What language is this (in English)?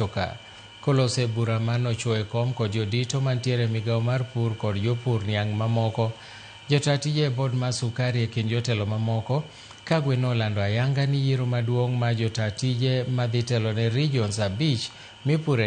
Luo (Kenya and Tanzania)